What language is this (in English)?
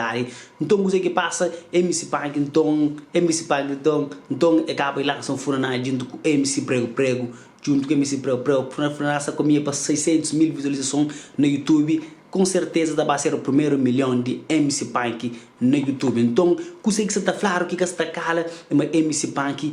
Kabuverdianu